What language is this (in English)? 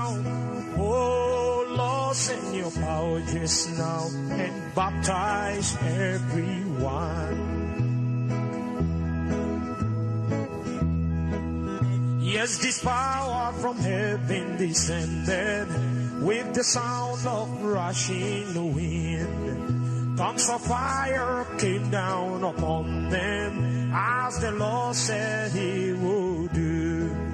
English